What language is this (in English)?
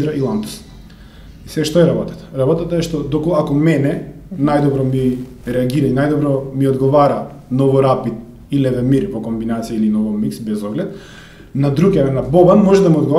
Macedonian